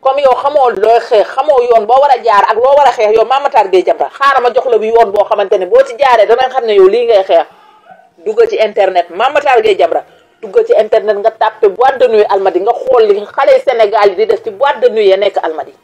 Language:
Wolof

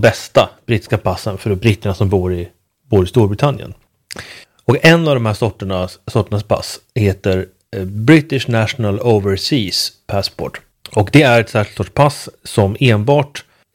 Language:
Swedish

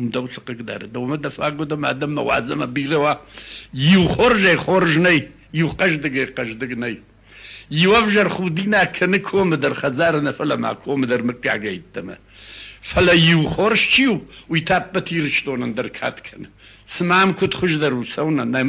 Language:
Ossetic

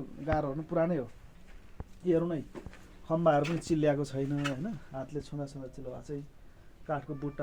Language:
Nepali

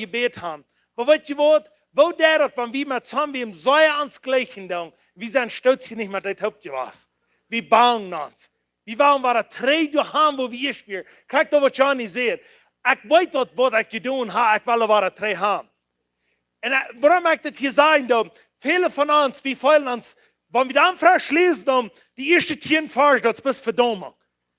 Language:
Plautdietsch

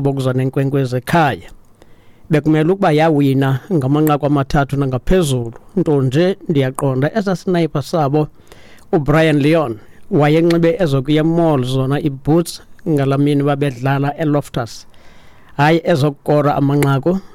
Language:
Xhosa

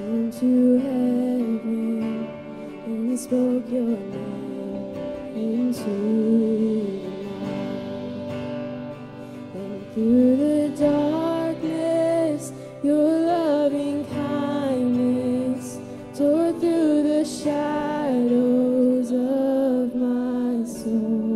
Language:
English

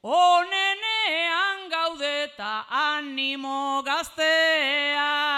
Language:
Basque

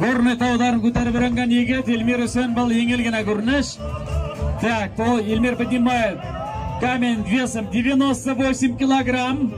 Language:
Bashkir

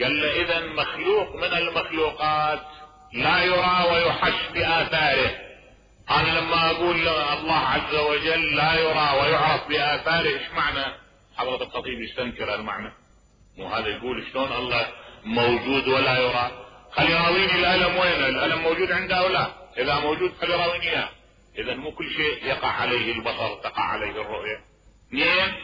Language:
Mesopotamian Arabic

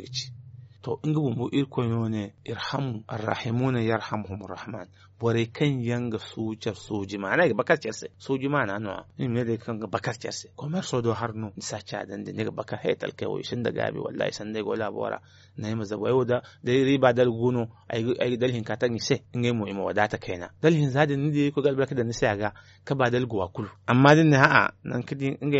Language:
Zarma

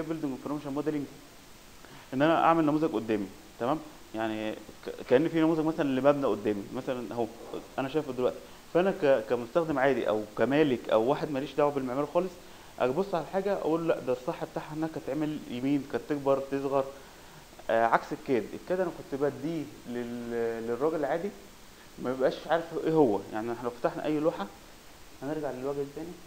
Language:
Egyptian Arabic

